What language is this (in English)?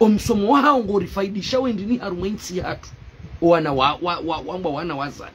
Ngazidja Comorian